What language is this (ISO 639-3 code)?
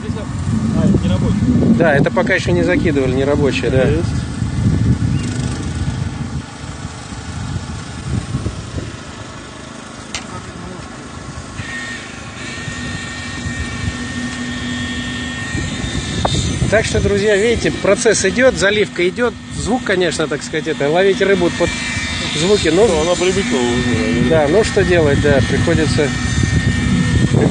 rus